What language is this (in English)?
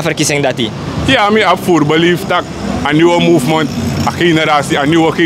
Sranan Tongo